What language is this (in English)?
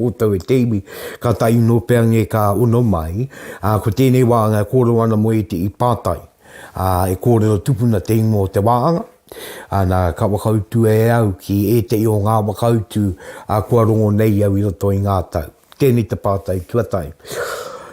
Māori